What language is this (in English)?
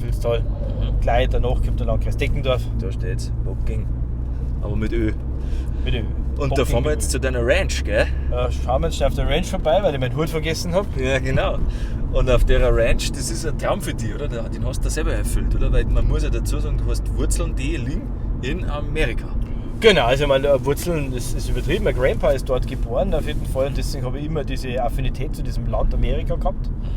Bavarian